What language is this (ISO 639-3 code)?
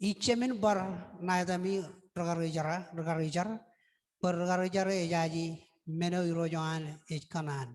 mah